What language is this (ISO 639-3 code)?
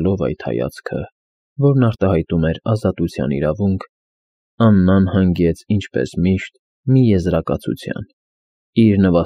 hye